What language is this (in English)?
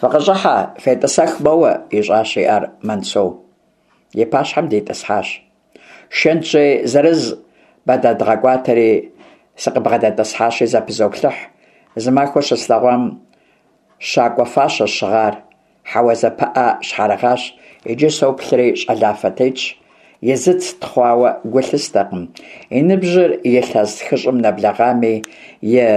Kabardian